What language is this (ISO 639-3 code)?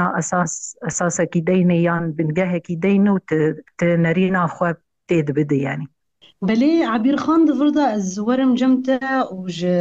kur